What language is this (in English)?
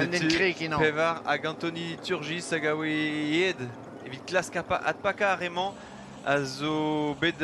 Breton